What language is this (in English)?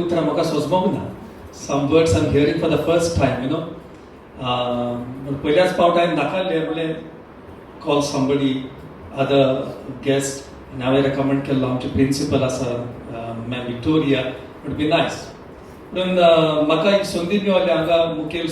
Konkani